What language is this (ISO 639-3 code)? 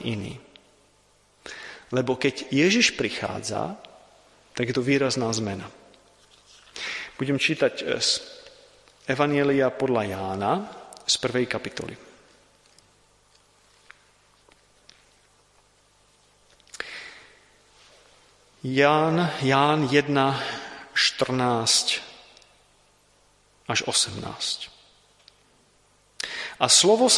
slk